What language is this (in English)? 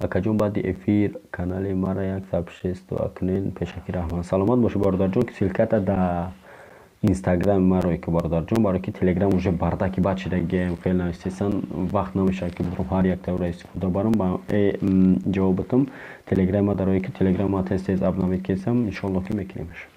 Tajik